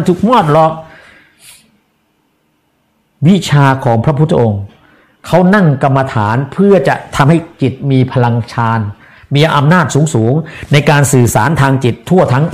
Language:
Thai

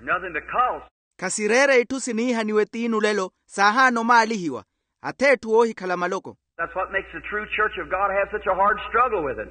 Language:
Makhuwa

